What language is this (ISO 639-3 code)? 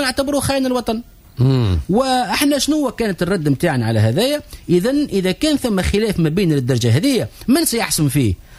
aeb